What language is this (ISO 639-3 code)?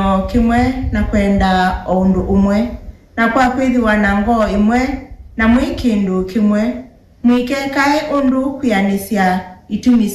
kam